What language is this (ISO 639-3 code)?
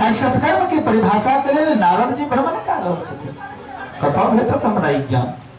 mai